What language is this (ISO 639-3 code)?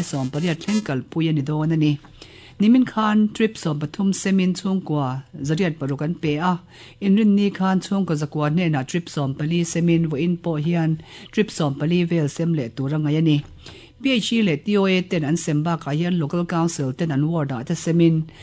lus